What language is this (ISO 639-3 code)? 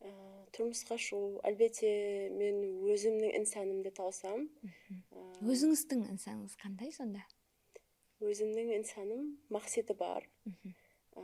kaa